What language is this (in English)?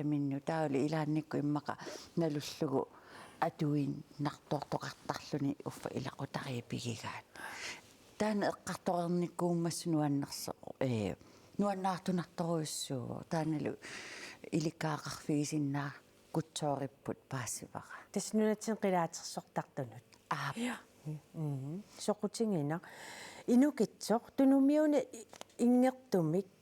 Kalaallisut